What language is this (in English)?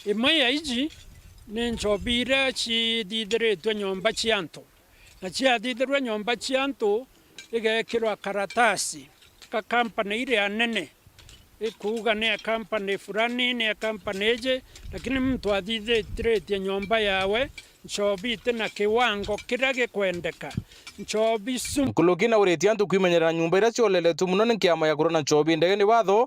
Meru